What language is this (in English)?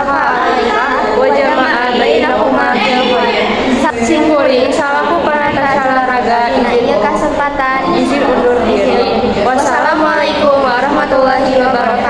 Sundanese